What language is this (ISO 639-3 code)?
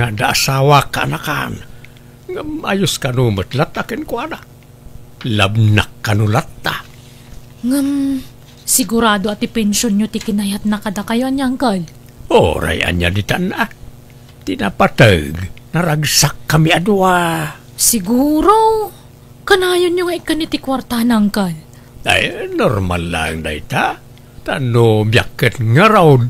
ilo